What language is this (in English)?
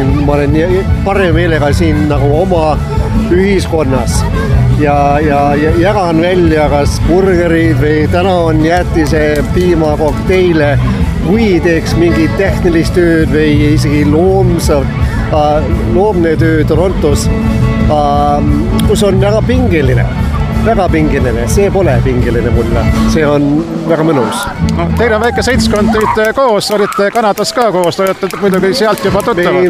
Estonian